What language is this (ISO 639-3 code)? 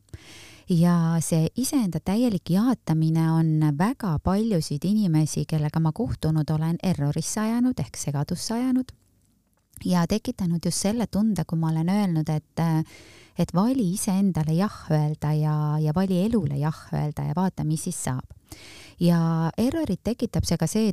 est